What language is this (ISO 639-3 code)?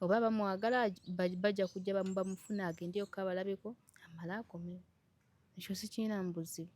lug